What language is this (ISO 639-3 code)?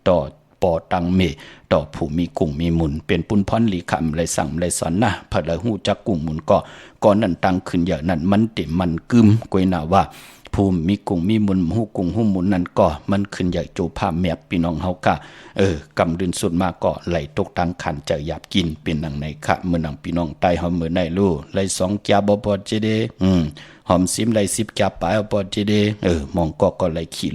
shn